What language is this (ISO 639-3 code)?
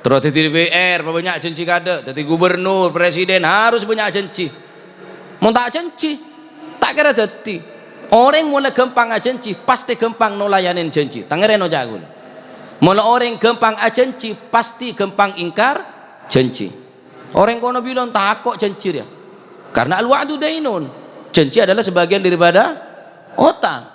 mad